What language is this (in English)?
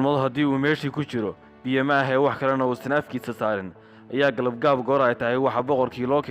Somali